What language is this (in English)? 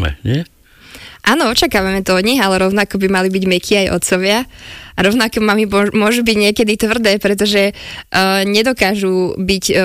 Slovak